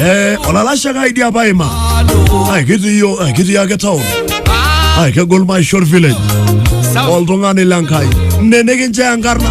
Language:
Masai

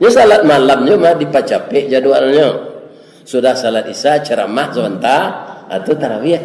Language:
Minangkabau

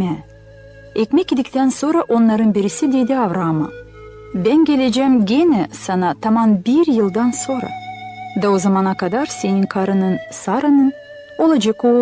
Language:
Gagauz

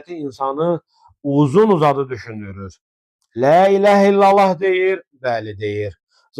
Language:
Azerbaijani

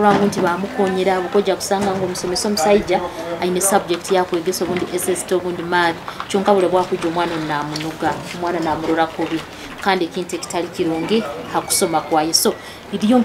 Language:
Nyoro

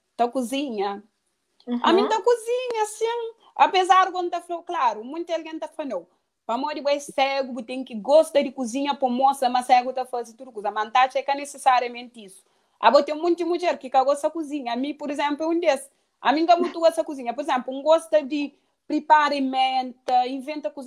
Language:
Kabuverdianu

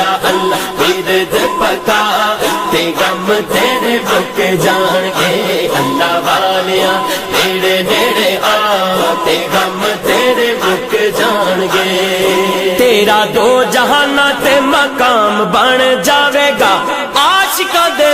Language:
Pahari-Potwari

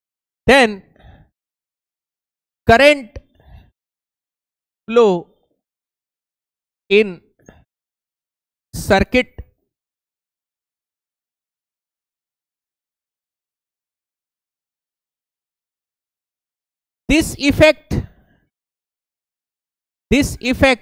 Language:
Hindi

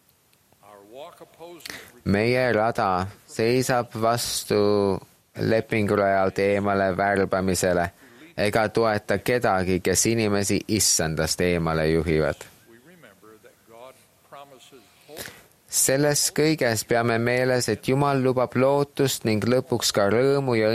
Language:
Estonian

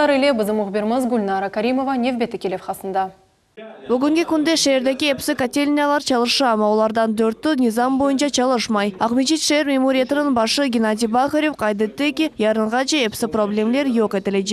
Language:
Crimean Tatar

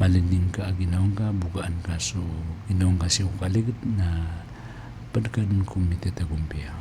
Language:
Maranao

